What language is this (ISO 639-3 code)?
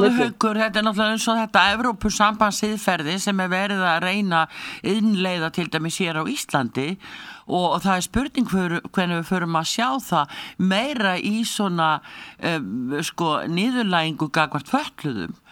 isl